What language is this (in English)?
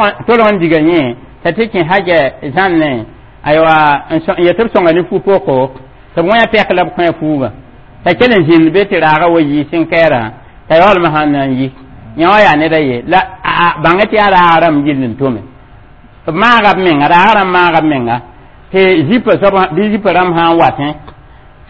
Mossi